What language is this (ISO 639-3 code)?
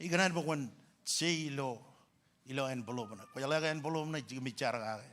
mah